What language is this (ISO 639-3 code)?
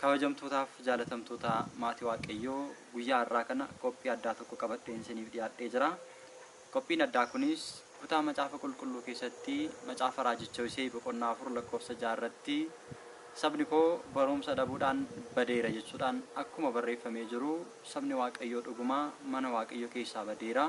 orm